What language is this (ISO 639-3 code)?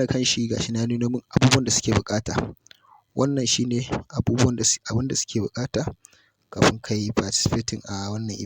hau